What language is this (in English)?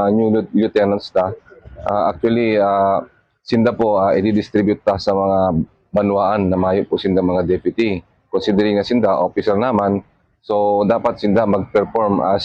Bikol